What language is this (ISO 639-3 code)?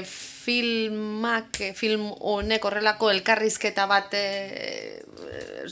eus